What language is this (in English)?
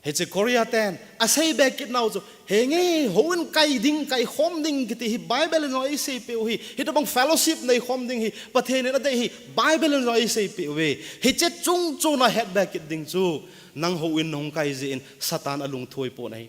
Thado Chin